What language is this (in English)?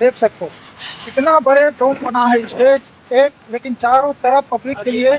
Chhattisgarhi